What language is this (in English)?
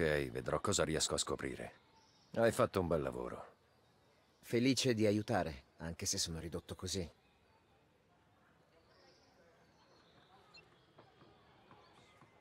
Italian